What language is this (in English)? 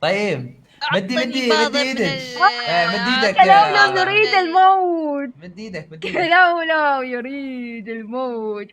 Mesopotamian Arabic